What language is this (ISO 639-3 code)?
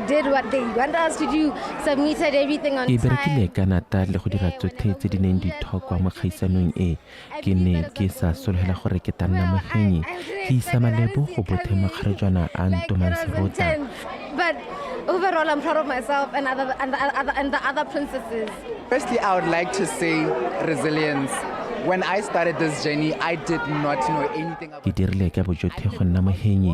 tsn